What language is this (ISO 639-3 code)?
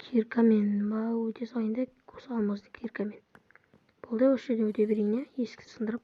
kaz